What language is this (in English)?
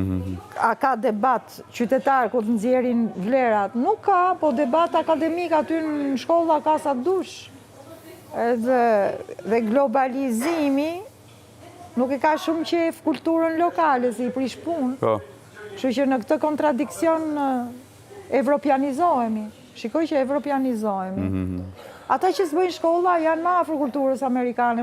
Albanian